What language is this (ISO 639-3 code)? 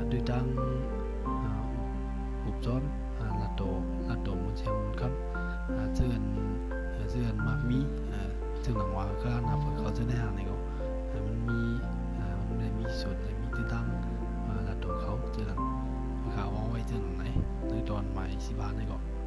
shn